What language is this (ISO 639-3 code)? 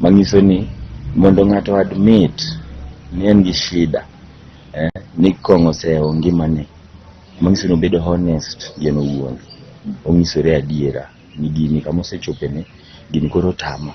luo